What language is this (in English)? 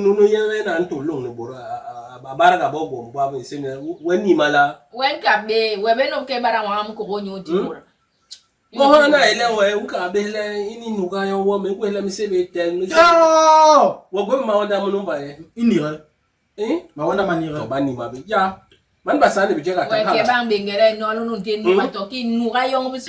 Basaa